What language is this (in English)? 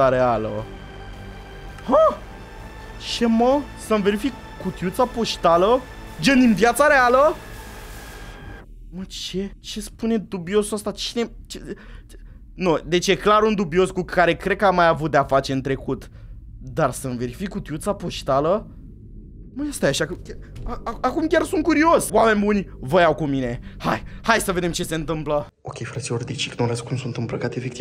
Romanian